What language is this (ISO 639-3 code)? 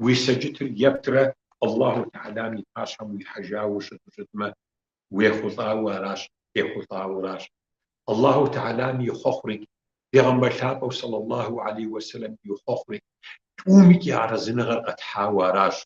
kbd